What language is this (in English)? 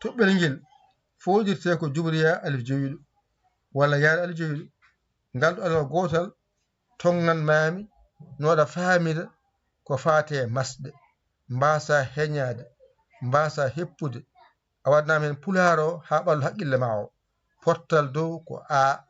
Fula